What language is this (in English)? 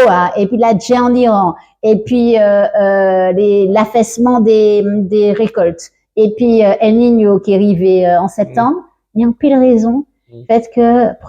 Guadeloupean Creole French